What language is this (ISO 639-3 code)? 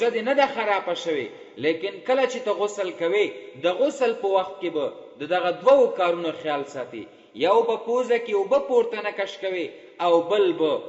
pus